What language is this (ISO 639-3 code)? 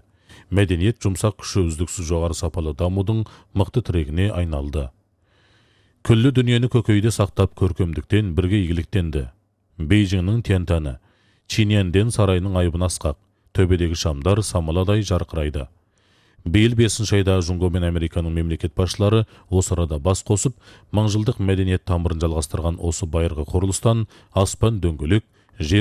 kaz